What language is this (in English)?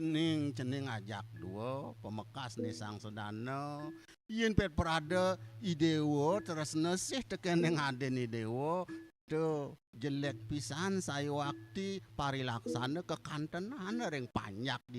Balinese